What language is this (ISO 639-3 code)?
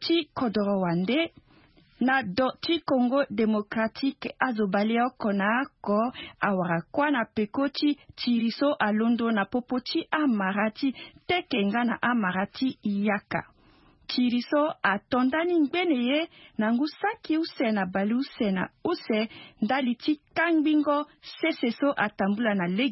sag